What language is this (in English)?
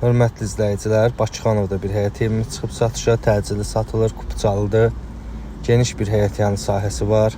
Azerbaijani